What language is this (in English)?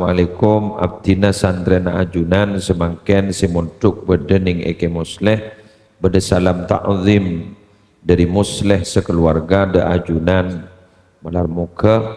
Madurese